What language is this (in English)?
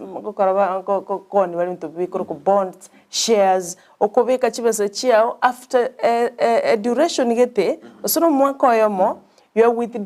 Gusii